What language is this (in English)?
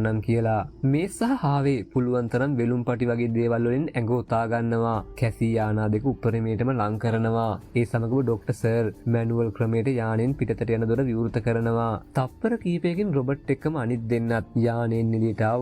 Sinhala